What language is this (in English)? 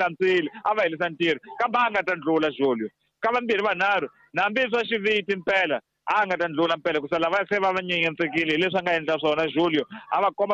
Tsonga